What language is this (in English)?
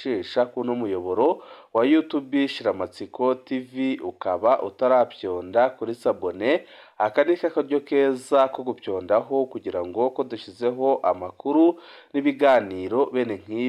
Rundi